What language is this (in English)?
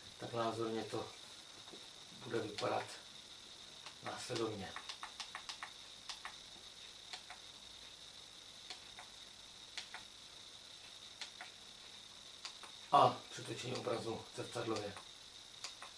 Czech